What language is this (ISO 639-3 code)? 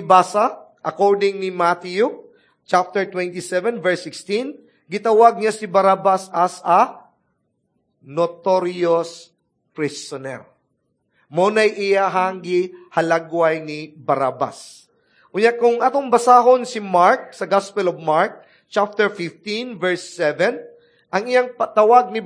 ceb